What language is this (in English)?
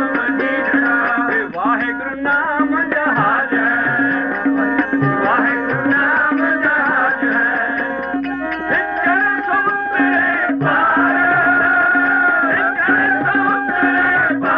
Punjabi